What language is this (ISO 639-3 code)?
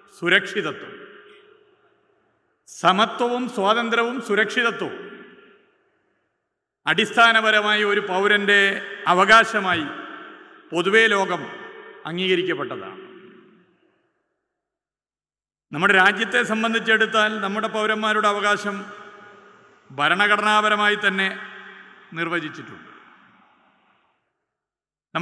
mal